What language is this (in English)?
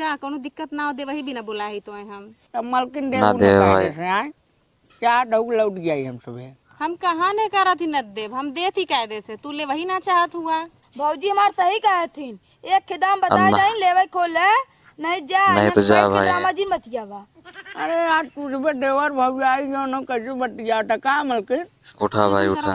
Awadhi